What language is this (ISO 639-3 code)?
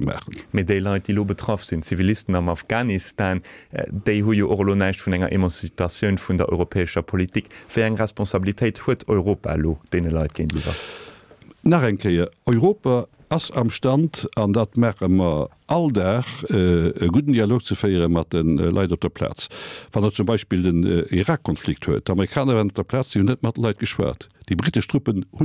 ltz